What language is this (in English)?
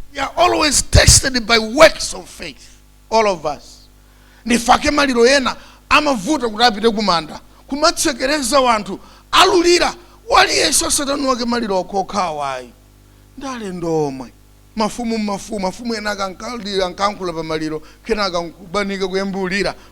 Nyanja